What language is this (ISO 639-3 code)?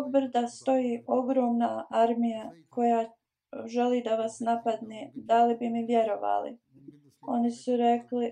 bos